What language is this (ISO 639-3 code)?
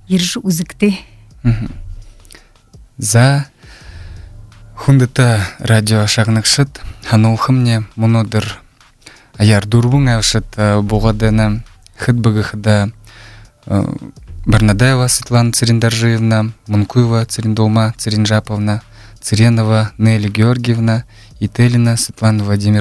bua